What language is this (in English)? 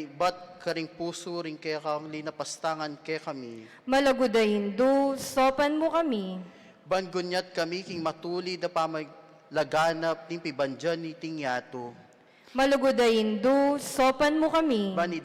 Pampanga